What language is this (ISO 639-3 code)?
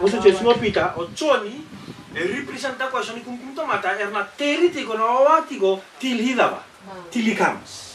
fij